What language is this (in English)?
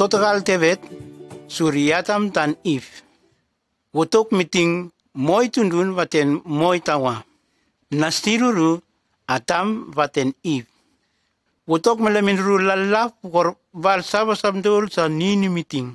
Nume